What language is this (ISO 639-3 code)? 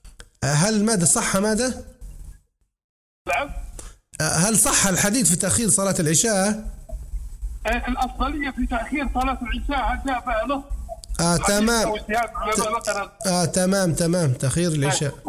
ara